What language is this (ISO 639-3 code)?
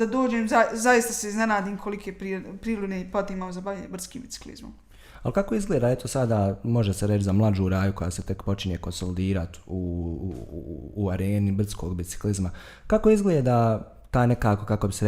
bos